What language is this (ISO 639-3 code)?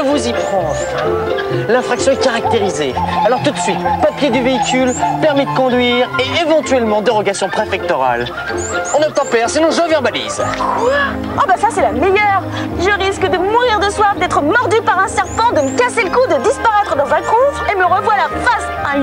fra